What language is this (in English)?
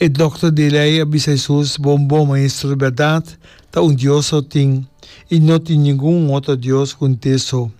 Papiamento